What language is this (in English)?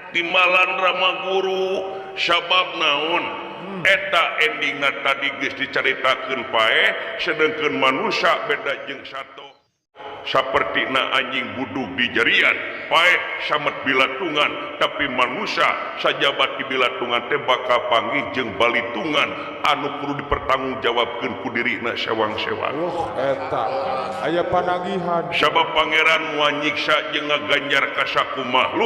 Sundanese